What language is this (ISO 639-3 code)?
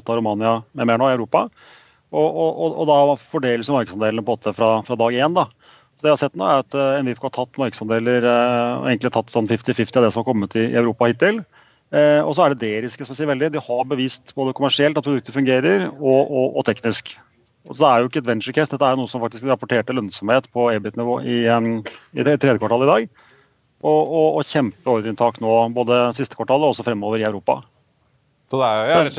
nor